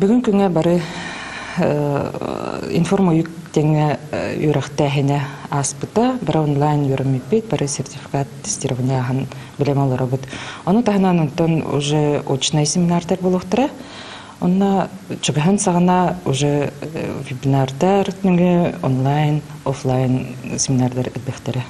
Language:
Yakut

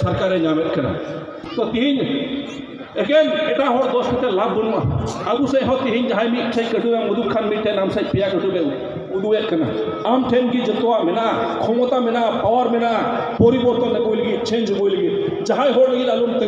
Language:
Santali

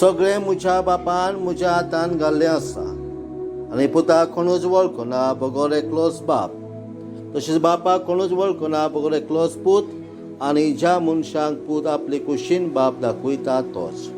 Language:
Konkani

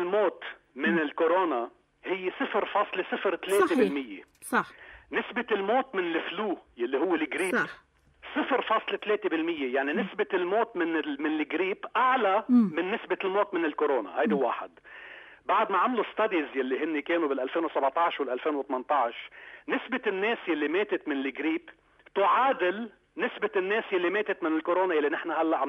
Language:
North Levantine Arabic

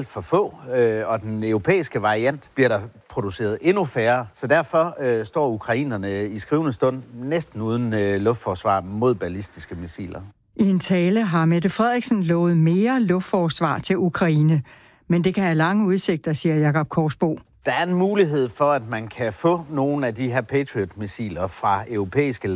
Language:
Danish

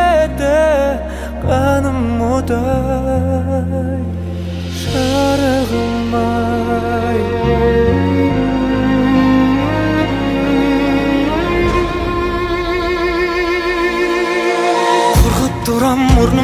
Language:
Kazakh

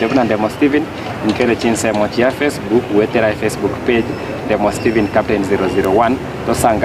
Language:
Gusii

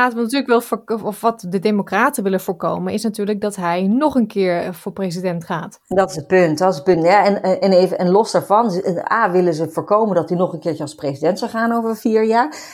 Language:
Dutch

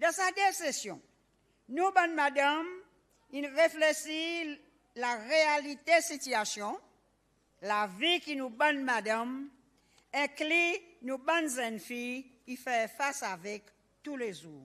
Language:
Seselwa Creole French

